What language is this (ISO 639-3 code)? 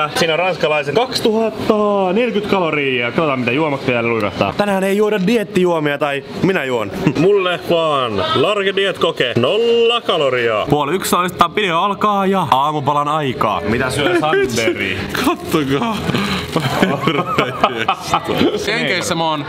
fin